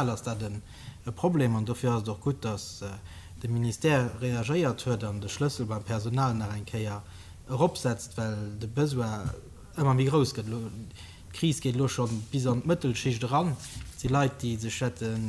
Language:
Luxembourgish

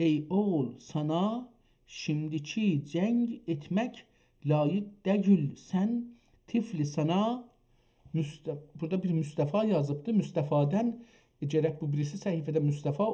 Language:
South Azerbaijani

